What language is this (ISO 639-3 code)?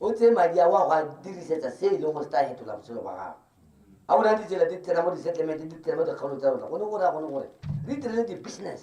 tsn